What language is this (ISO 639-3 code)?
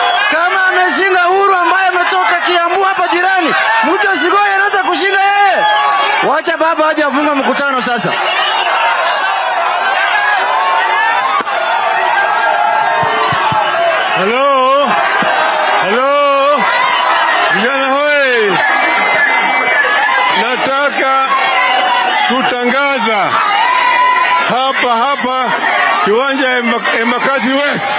swa